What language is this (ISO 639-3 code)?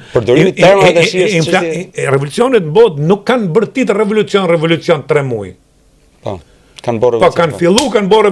sqi